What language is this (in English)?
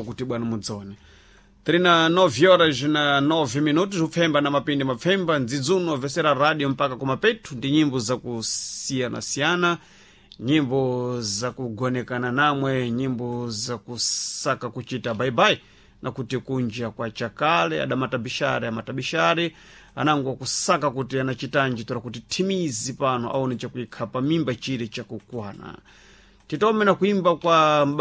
Sena